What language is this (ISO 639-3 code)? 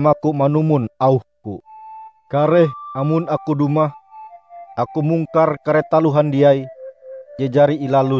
nij